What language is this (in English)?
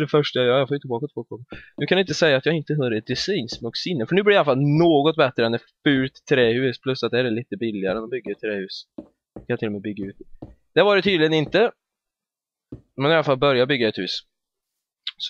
Swedish